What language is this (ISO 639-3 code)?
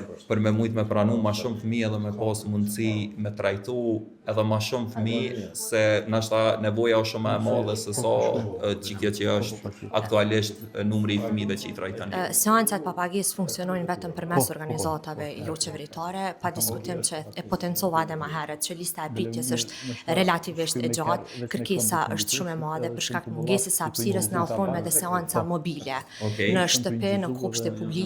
sqi